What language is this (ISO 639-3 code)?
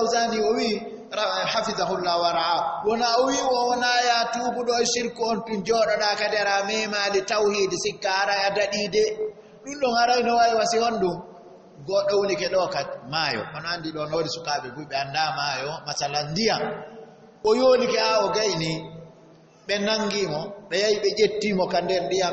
ful